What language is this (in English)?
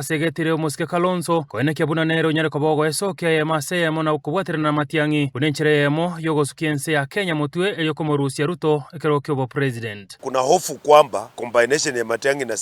Gusii